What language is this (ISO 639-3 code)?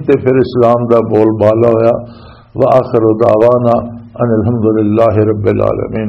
lah